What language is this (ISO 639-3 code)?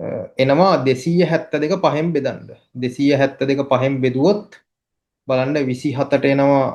sin